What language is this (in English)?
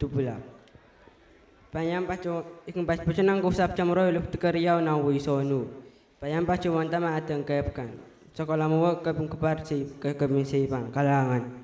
Pohnpeian